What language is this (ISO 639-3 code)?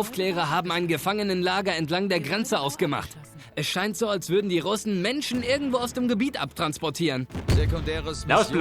bar